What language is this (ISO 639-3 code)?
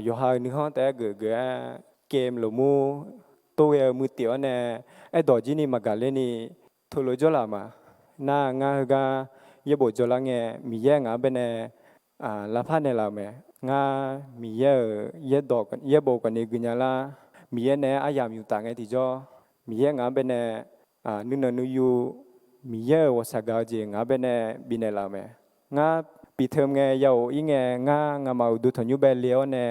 ahk